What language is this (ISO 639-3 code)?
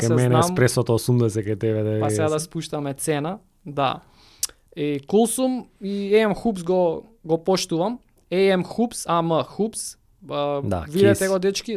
mkd